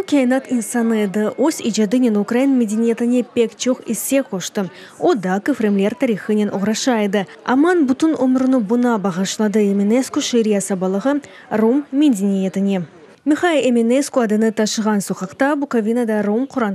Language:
Crimean Tatar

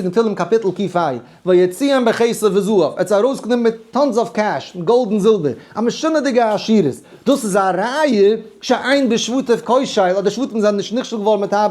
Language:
Yiddish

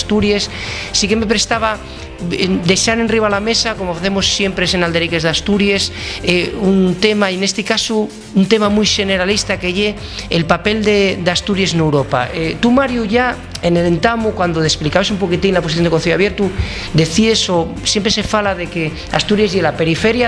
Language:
Asturian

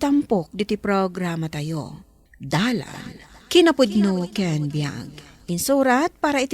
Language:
Iloko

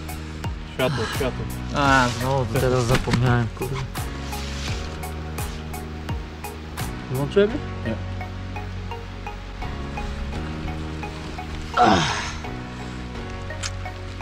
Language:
Polish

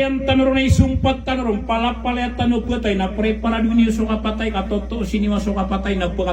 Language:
Maranao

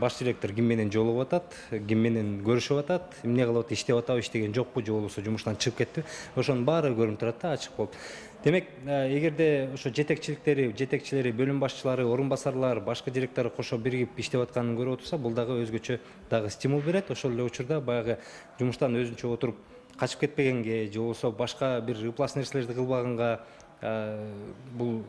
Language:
Kyrgyz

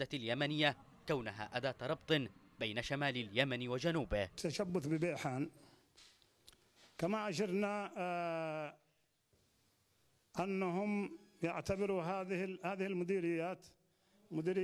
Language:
Arabic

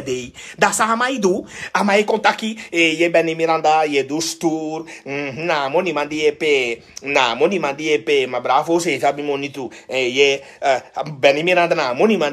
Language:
Sranan Tongo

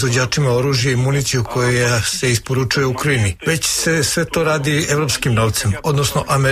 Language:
Serbian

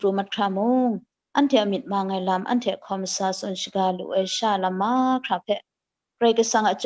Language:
Kachin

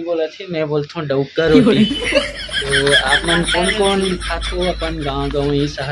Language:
Chhattisgarhi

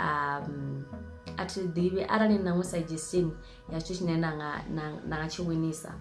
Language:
Venda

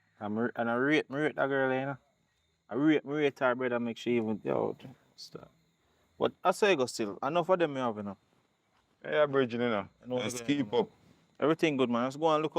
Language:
Jamaican Creole English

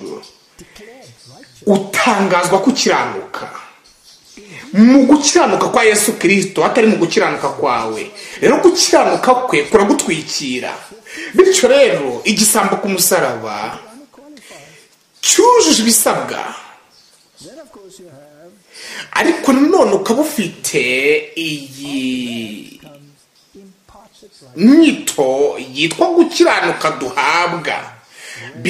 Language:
Kinyarwanda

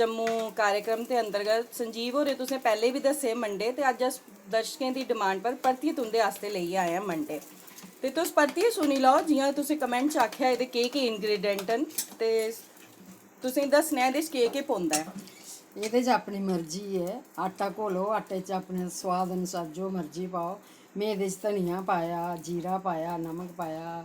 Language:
Dogri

